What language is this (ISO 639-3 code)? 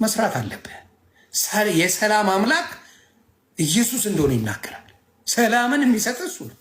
amh